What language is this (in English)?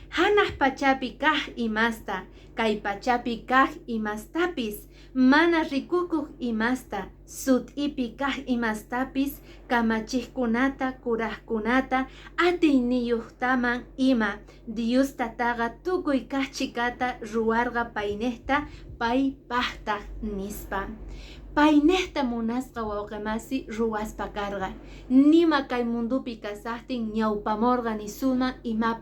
Quechua